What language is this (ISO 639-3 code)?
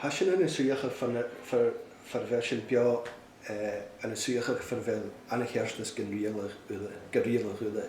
gla